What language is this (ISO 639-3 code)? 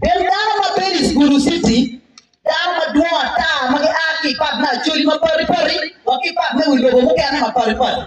ach